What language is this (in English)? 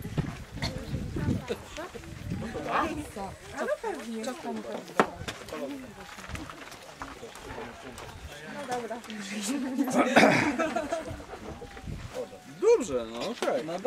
Polish